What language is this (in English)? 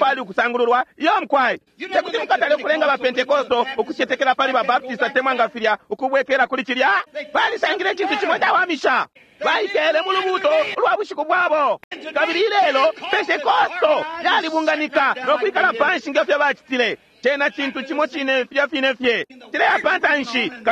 Bemba